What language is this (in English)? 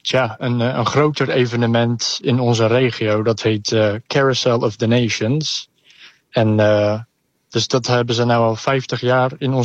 Dutch